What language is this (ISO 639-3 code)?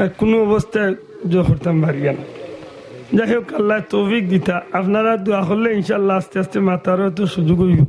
syl